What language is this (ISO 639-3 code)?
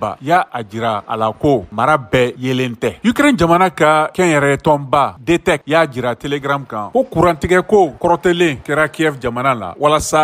bam